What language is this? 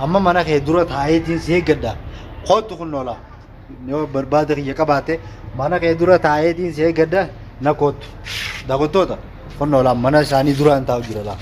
Oromo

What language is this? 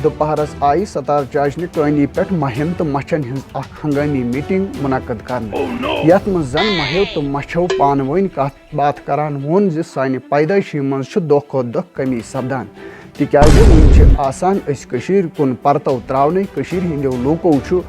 Kashmiri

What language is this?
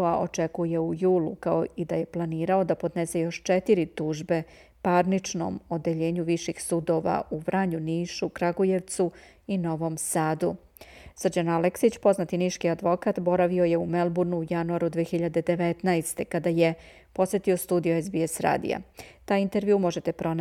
Serbian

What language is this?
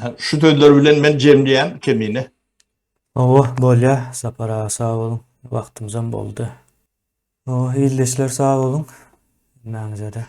Turkmen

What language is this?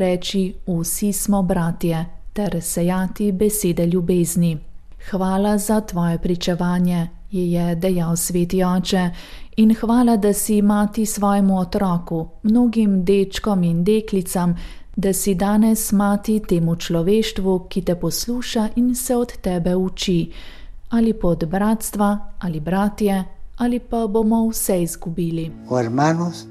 Slovenian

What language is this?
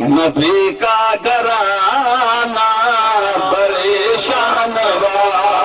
Saraiki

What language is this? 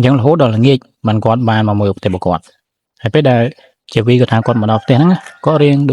Khmer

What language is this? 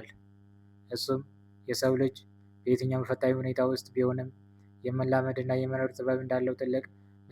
Amharic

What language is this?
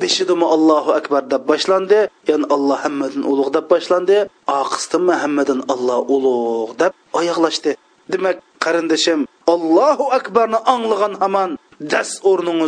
Uyghur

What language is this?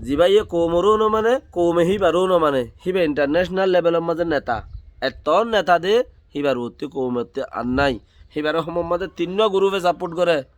Rohingya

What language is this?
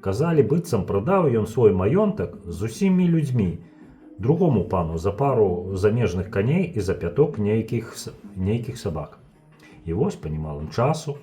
Belarusian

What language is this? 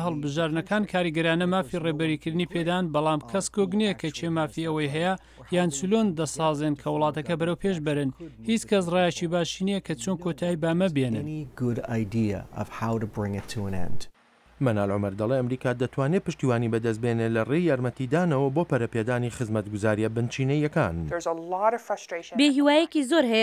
Central Kurdish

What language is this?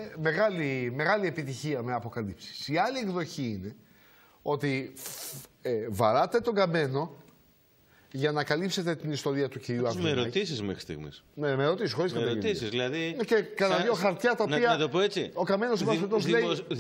Greek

